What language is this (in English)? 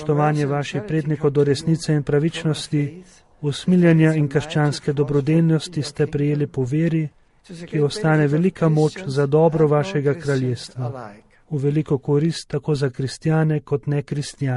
Slovenian